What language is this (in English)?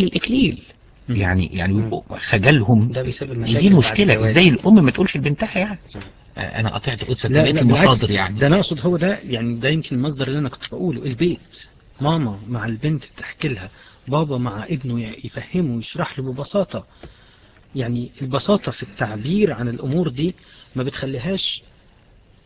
Egyptian Arabic